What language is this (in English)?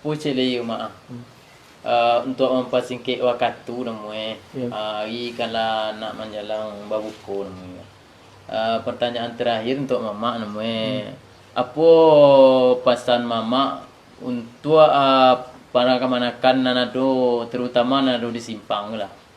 Minangkabau